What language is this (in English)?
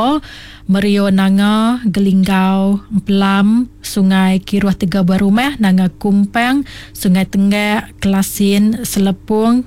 Iban